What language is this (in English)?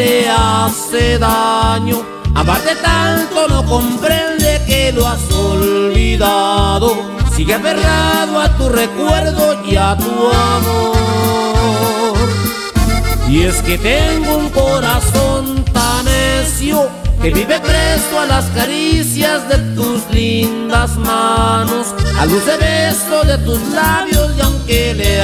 Spanish